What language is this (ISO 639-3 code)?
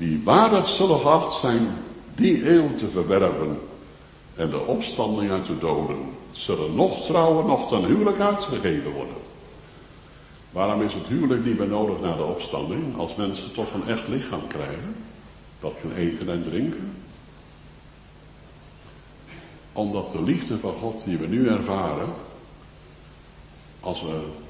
nld